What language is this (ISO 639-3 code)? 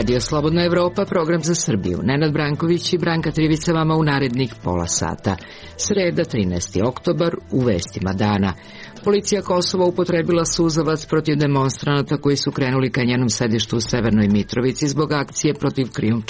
srp